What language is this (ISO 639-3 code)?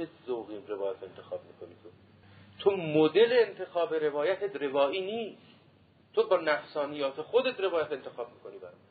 fas